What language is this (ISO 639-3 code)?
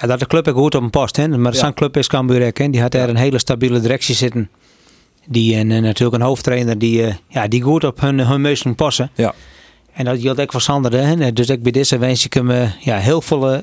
fry